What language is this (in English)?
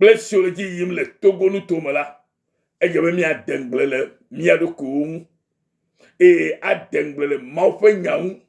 Ewe